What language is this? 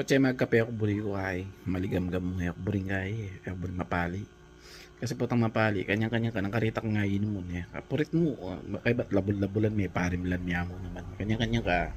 Pampanga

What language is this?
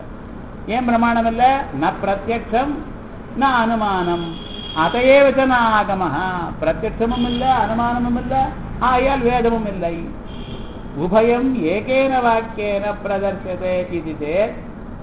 Tamil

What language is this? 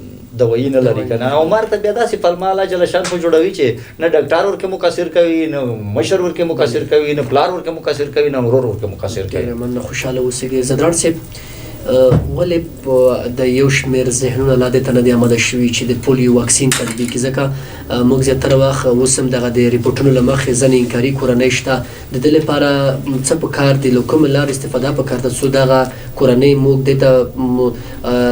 Pashto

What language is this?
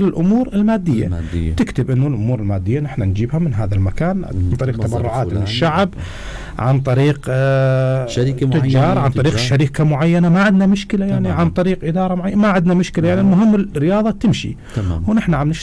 North Levantine Arabic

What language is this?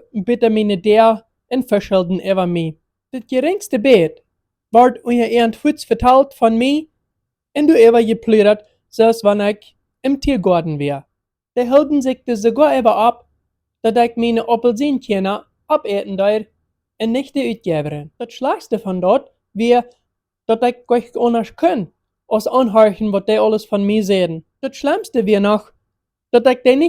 Plautdietsch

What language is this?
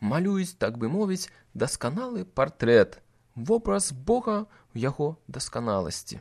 Belarusian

